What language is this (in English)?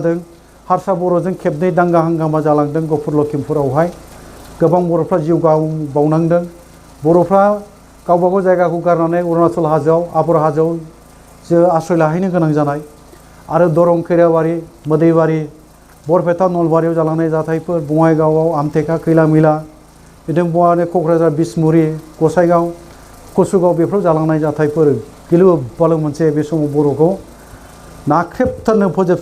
Bodo